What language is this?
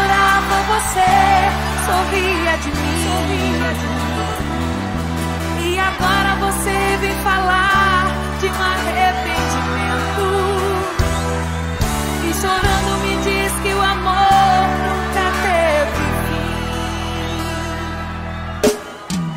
Portuguese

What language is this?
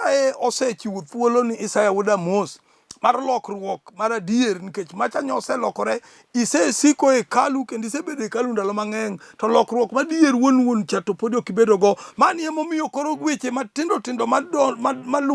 Luo (Kenya and Tanzania)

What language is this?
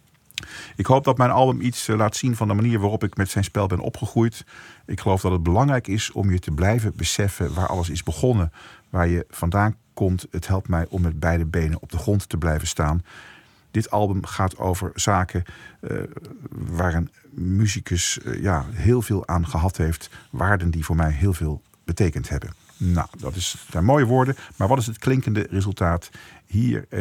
Dutch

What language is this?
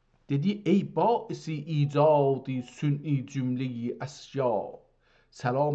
South Azerbaijani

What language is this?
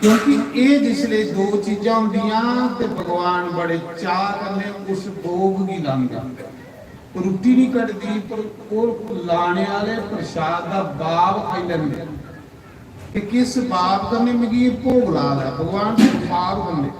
Dogri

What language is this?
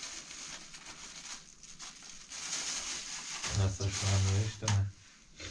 Persian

